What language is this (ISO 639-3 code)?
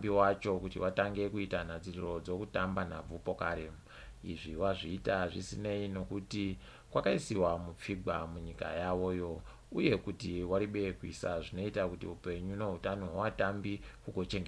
ndc